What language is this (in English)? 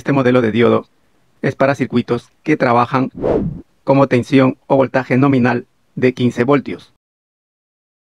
Spanish